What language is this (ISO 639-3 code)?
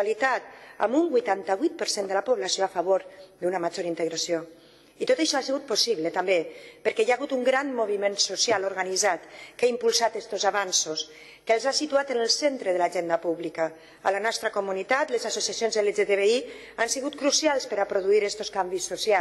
cat